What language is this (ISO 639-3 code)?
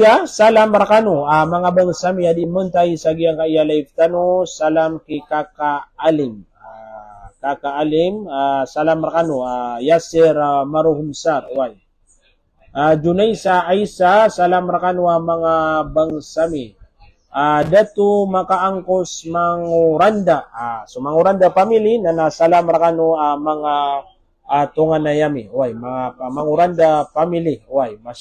mrw